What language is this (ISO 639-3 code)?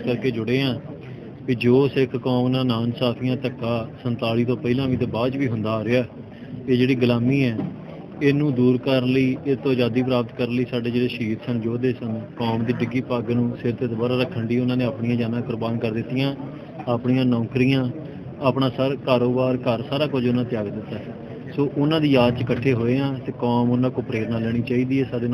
pan